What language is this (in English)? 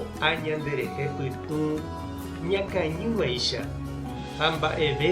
Guarani